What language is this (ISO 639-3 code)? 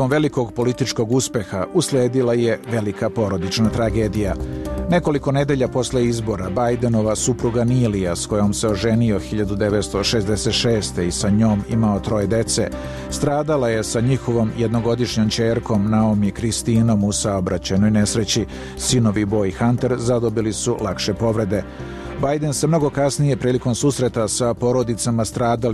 srp